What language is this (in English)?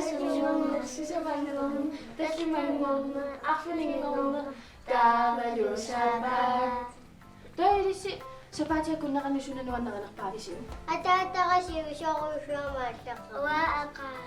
Kalaallisut